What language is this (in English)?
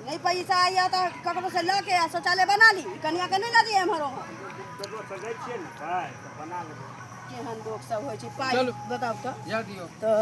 Maithili